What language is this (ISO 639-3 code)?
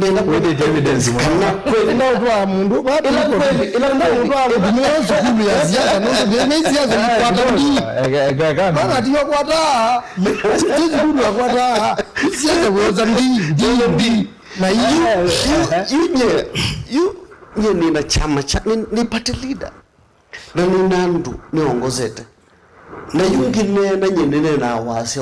kam